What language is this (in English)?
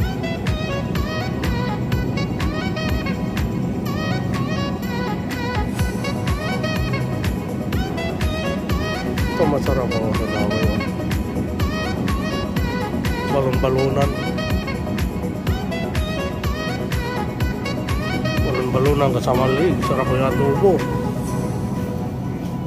Filipino